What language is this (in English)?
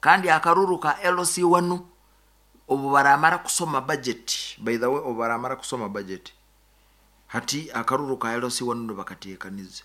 Nyankole